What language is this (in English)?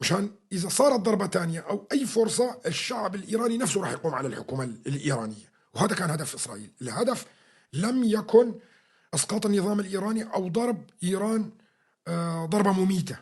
North Levantine Arabic